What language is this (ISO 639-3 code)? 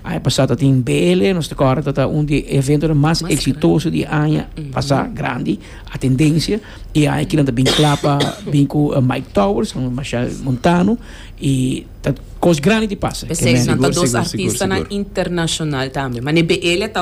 pap